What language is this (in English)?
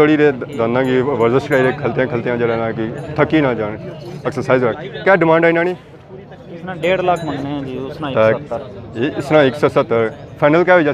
Pahari-Potwari